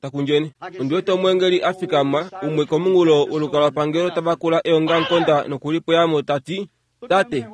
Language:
Kuanyama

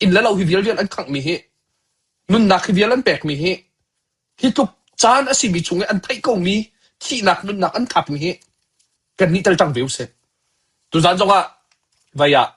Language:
Hakha Chin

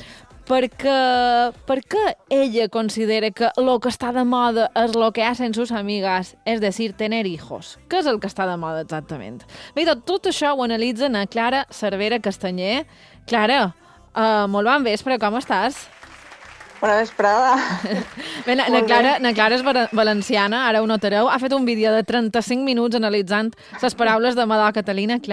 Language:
Catalan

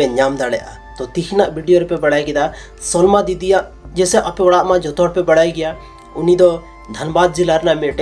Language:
Santali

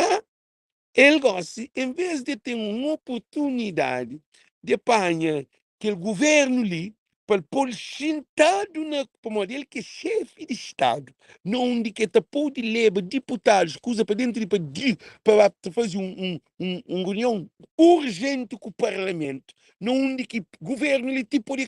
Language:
Kabuverdianu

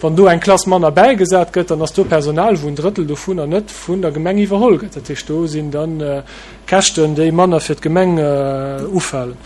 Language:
Luxembourgish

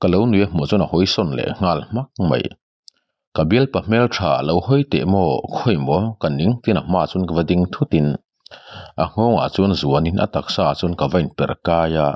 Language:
Mizo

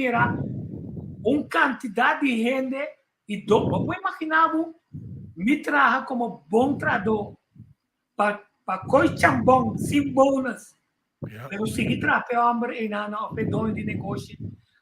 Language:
Papiamento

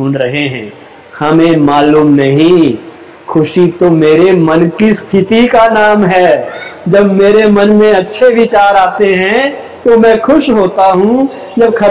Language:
Hindi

